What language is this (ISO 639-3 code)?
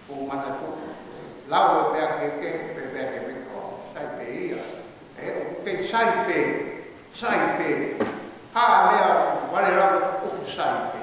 ton